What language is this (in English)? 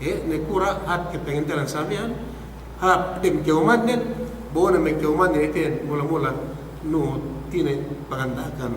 Yakan